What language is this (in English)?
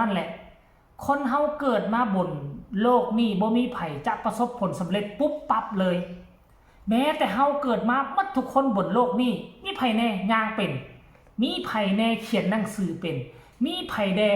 Northeastern Thai